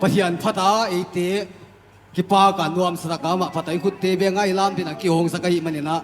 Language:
Paite Chin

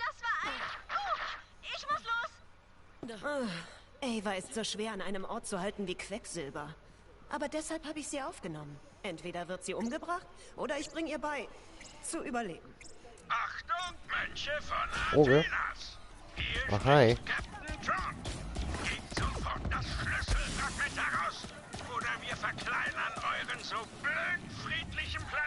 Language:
Swiss German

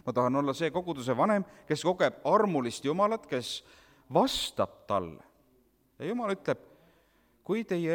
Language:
Estonian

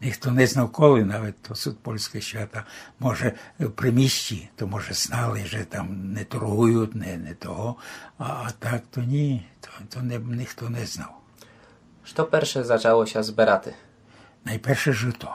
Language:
Rusyn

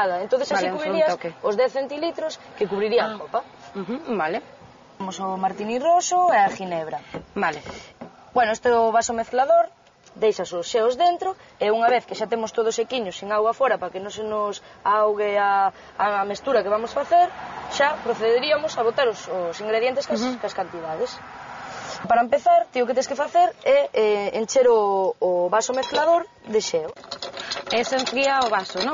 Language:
Galician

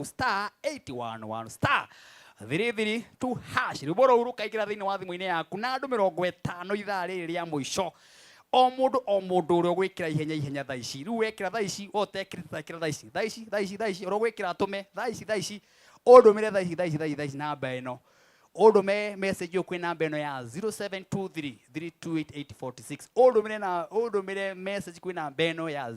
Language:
Kikuyu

